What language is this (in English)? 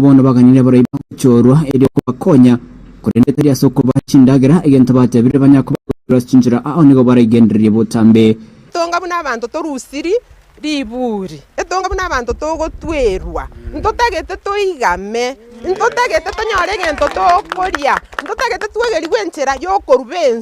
Gusii